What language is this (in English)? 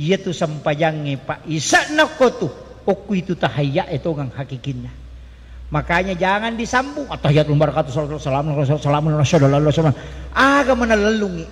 Buginese